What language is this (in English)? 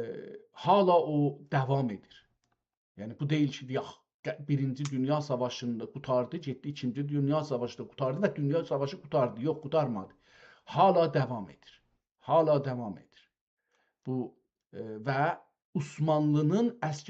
South Azerbaijani